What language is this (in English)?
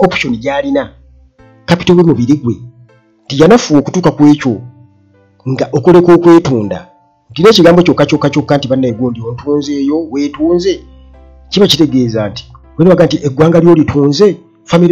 Ganda